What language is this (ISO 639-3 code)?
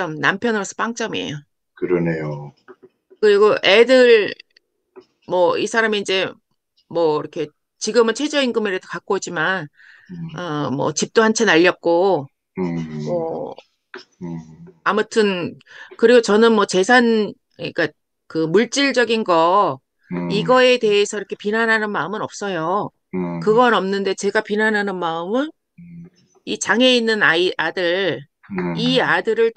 kor